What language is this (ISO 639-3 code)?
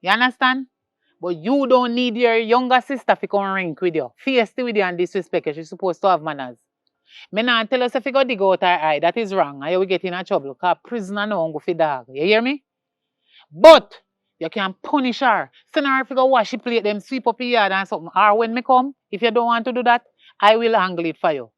jam